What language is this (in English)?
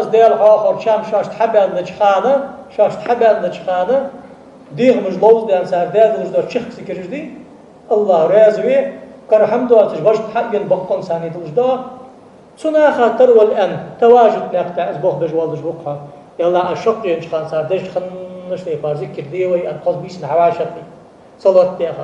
Ingush